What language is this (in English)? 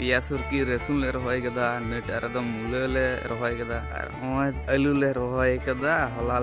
Santali